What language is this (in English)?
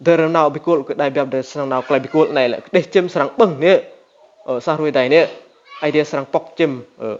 Rade